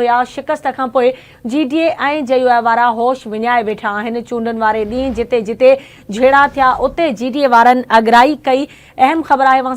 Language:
Sindhi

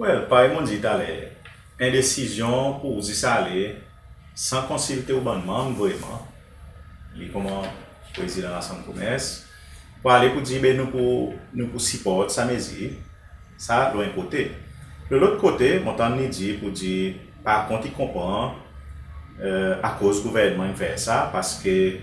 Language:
Seselwa Creole French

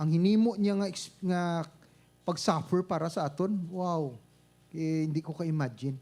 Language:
Hiligaynon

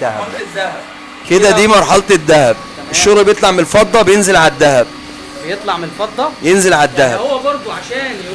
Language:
Egyptian Arabic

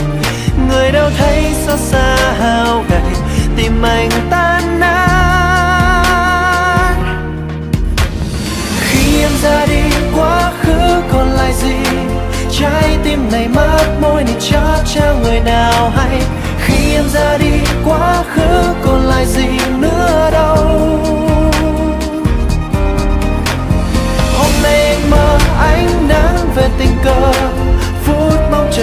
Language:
Vietnamese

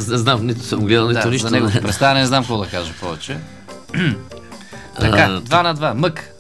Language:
Bulgarian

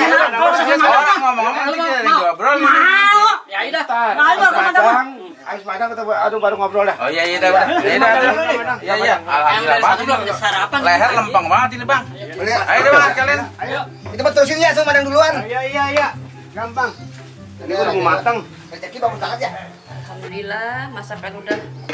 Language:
Betawi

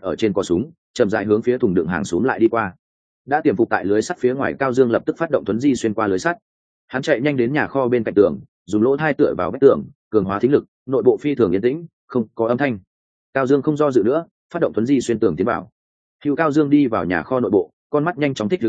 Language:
Vietnamese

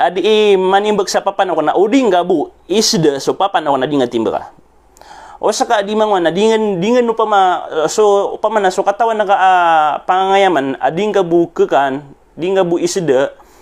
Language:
Maranao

